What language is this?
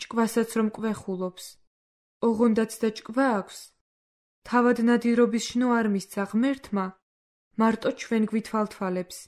Georgian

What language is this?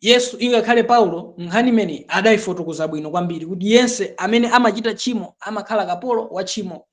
Nyanja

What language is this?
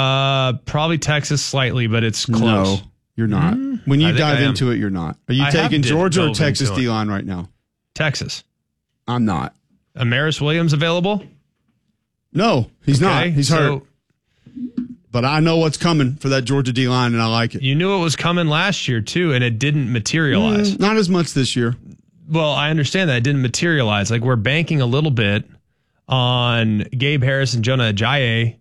English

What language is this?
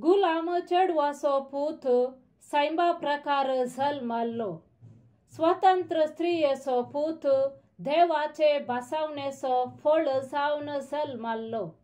Konkani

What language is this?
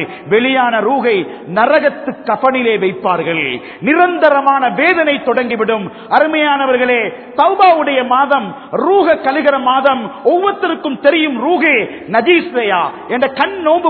Tamil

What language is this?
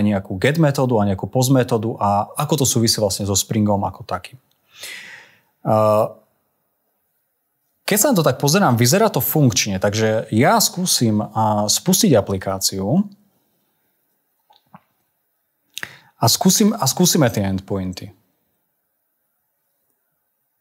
Slovak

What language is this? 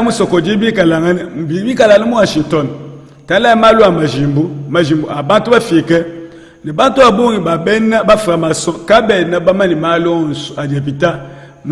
Luba-Lulua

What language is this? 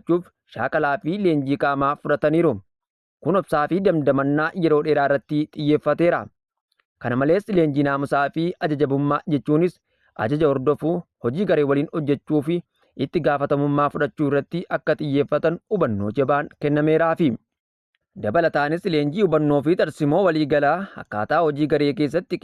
Oromo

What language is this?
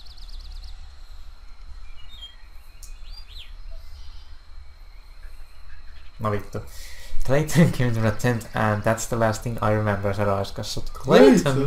Finnish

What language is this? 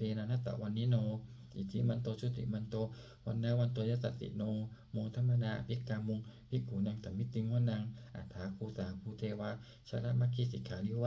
Pali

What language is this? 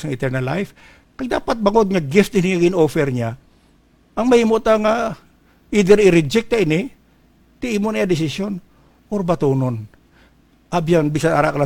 Hiligaynon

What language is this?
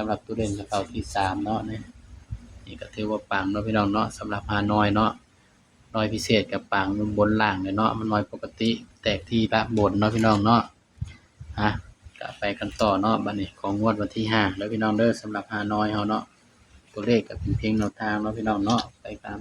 Northeastern Thai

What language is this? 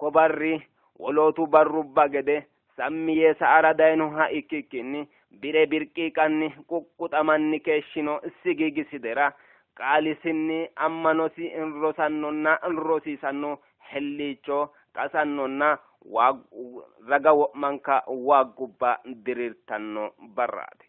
Sidamo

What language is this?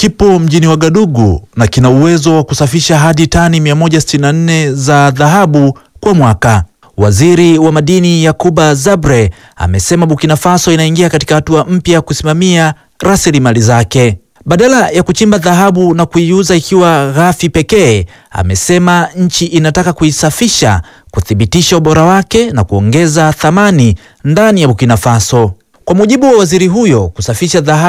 Swahili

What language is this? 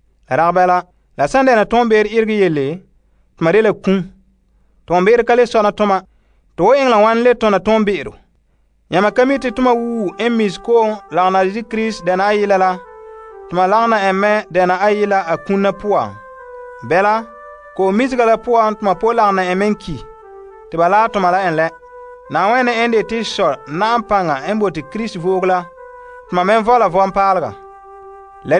Frafra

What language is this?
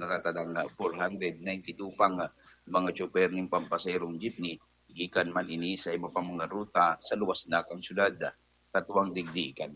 Bikol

